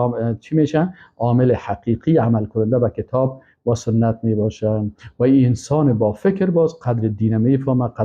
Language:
Persian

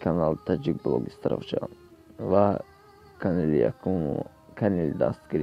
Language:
Tajik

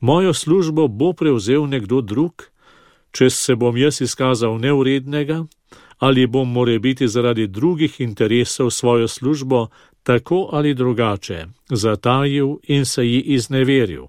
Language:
Slovenian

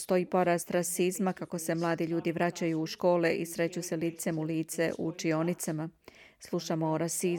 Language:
Croatian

